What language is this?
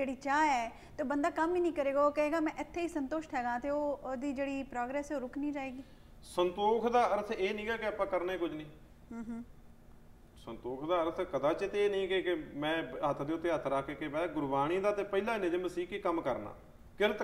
Punjabi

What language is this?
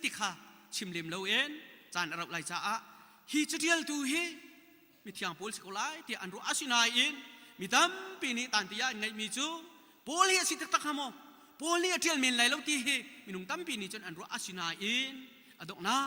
Hakha Chin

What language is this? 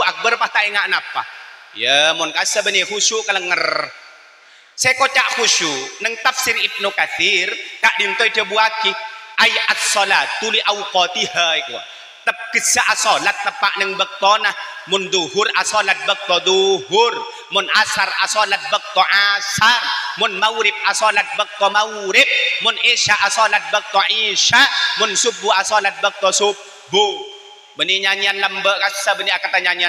Madurese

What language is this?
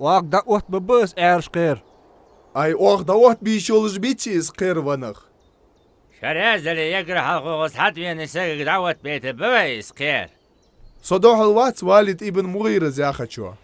Ingush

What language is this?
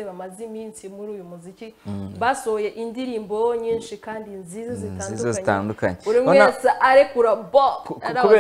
Kinyarwanda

